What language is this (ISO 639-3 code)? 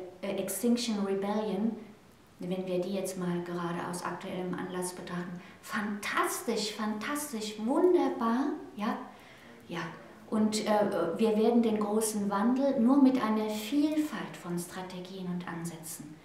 deu